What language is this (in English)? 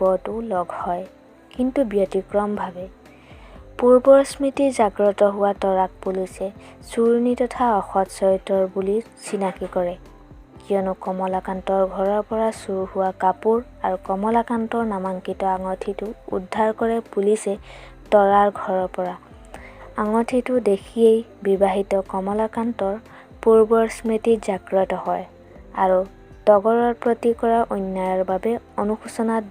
Assamese